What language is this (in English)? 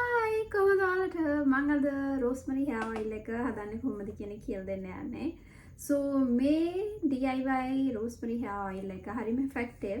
Sinhala